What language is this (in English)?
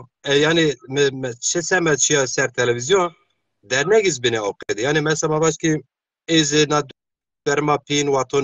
Zaza